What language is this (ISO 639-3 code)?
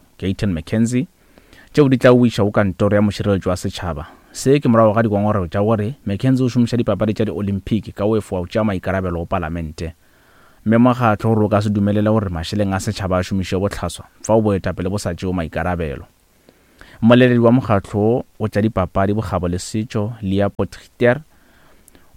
nso